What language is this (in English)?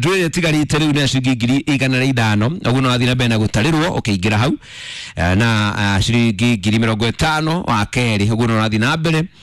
Kikuyu